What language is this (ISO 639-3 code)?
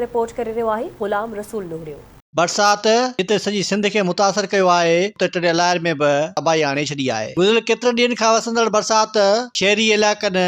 snd